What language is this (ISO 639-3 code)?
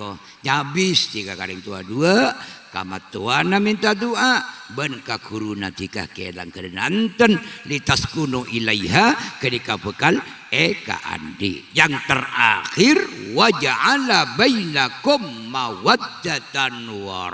mad